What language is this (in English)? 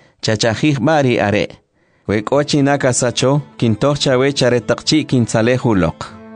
Kʼicheʼ